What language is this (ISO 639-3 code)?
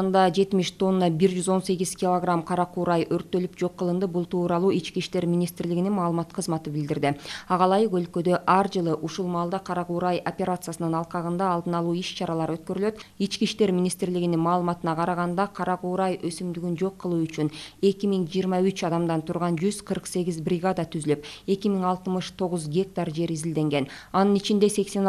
kir